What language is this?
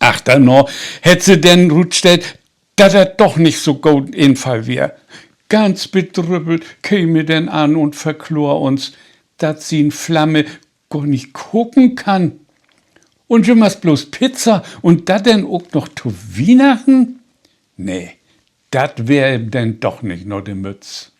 Low German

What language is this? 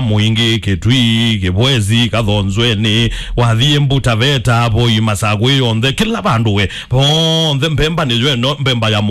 Kamba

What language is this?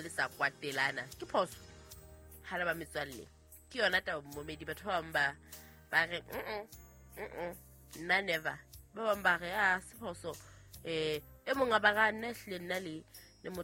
Southern Sotho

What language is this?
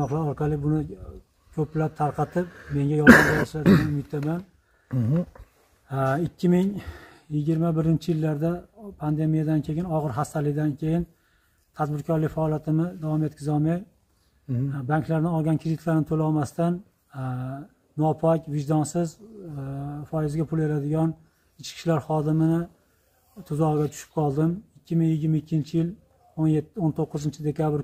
Uzbek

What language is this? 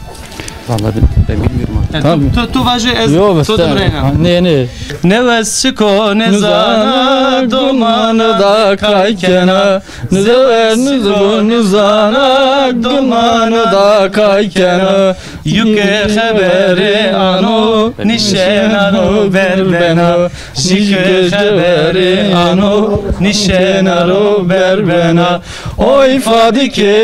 Zaza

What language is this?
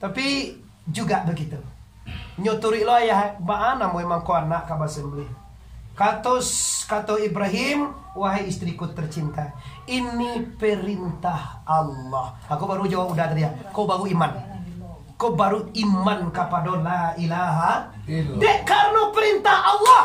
Minangkabau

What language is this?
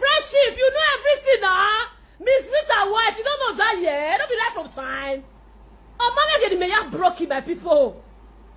Nigerian Pidgin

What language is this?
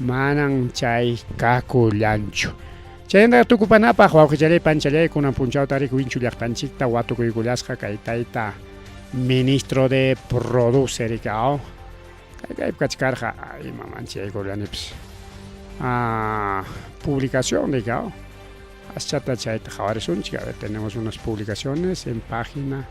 Ayacucho Quechua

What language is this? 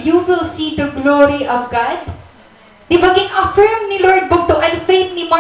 Waray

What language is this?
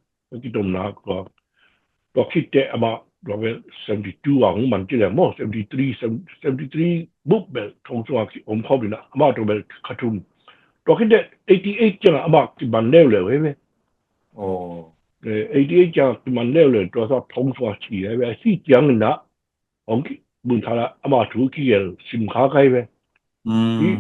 Tedim Chin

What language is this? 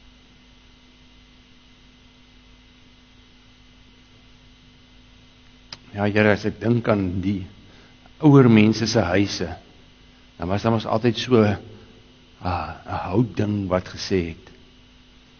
Afrikaans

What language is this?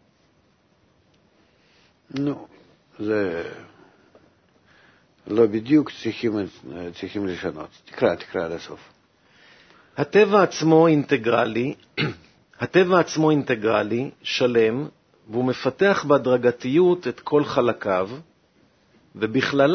Hebrew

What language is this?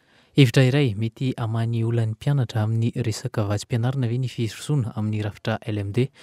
Malagasy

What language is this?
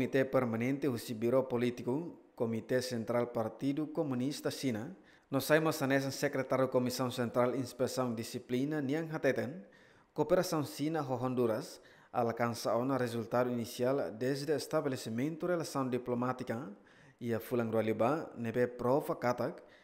Tetum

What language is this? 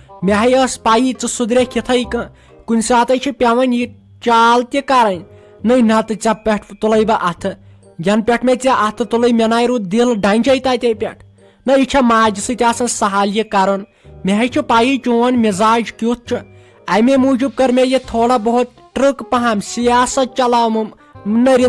Kashmiri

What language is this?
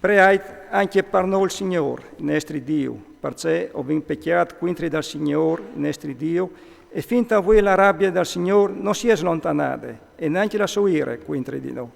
Friulian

